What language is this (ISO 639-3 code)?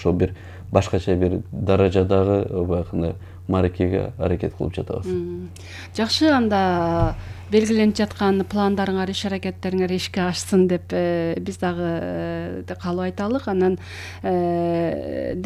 kir